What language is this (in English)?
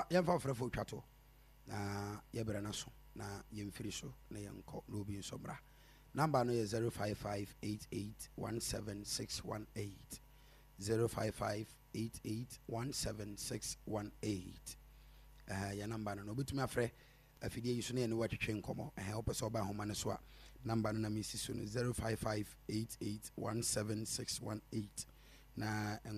Akan